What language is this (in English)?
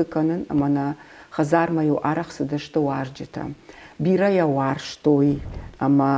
Ossetic